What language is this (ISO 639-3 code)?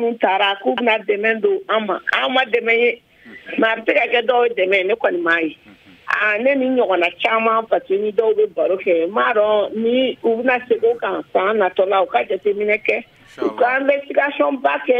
bam